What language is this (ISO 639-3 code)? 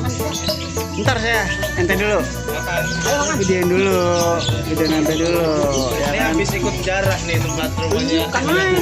bew